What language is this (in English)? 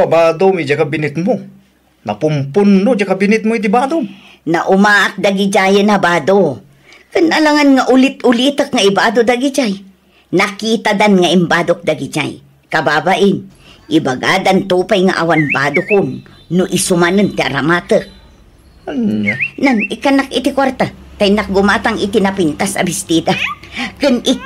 Iloko